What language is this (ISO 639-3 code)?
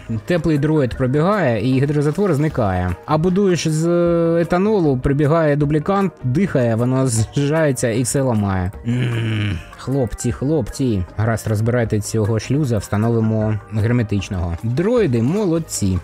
ukr